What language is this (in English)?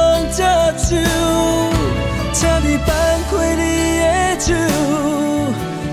Min Nan Chinese